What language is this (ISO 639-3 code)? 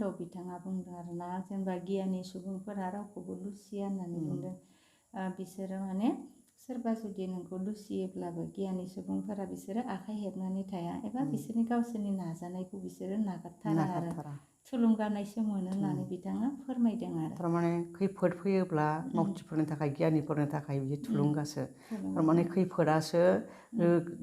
brx